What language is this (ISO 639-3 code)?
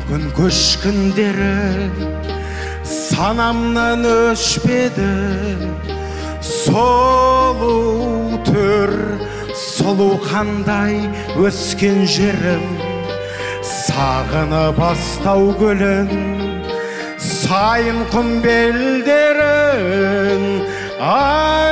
kaz